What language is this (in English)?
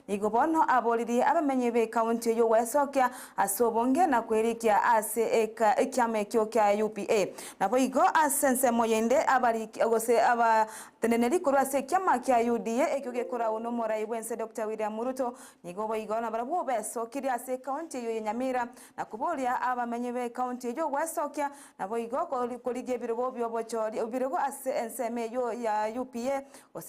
Gusii